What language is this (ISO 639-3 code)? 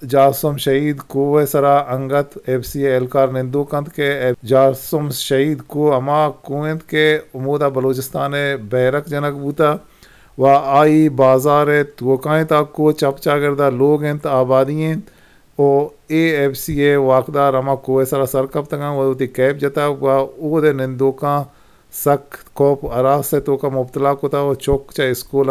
bgp